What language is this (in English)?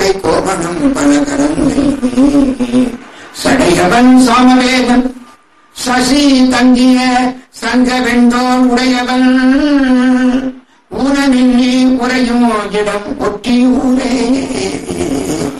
Tamil